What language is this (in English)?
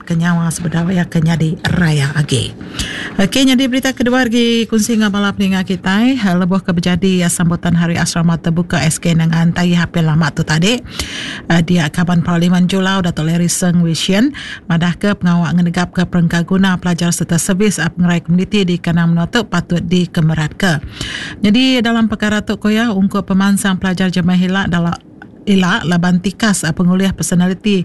Iban